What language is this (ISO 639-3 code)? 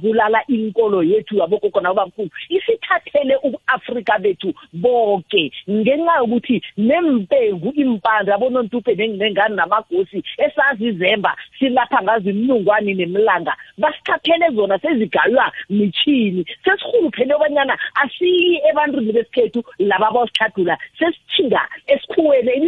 nbl